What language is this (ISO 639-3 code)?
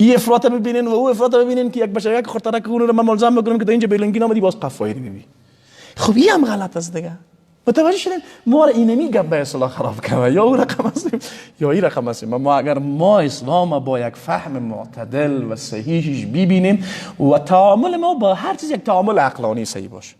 fas